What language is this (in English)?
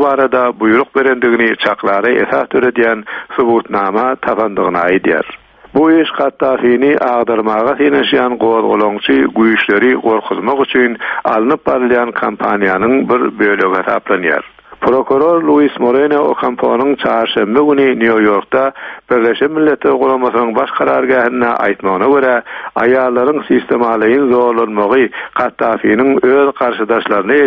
Turkmen